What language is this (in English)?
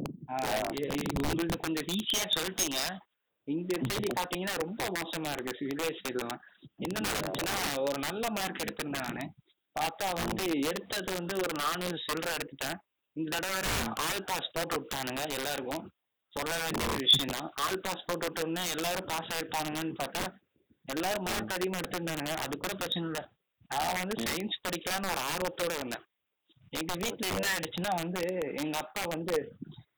Tamil